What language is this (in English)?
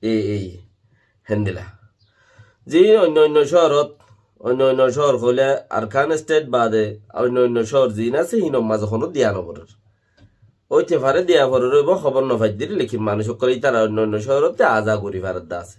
Rohingya